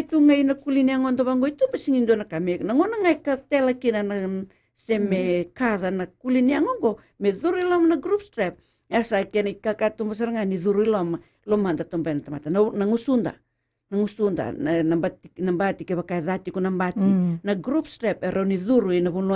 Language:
Fijian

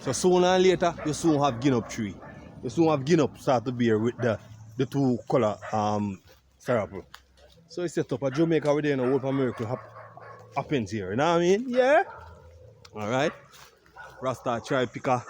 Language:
Jamaican Creole English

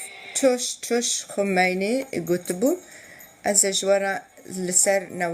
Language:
Kurdish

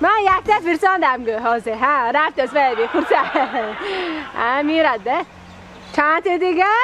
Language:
Tajik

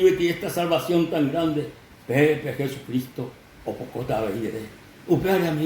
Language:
Guarani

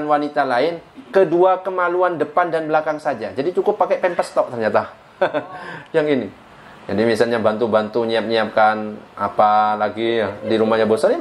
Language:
Indonesian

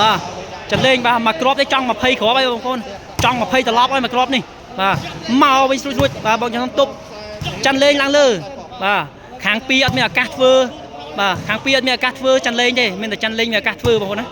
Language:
Khmer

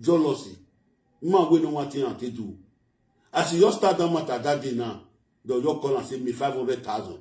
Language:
Nigerian Pidgin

